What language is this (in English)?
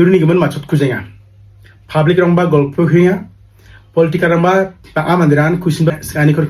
Garo